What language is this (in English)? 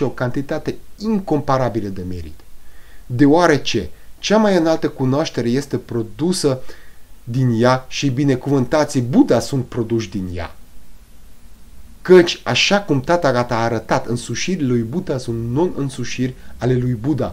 Romanian